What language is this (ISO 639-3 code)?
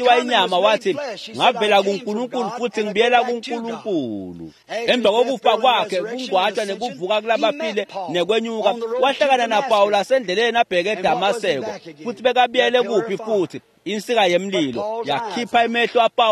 ssw